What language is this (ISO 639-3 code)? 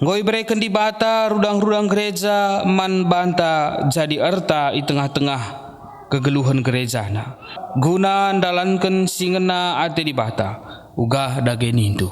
btx